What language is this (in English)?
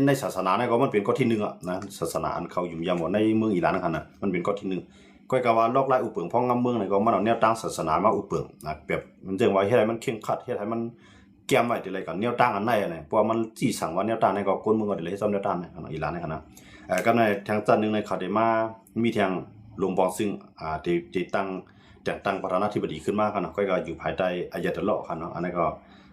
Shan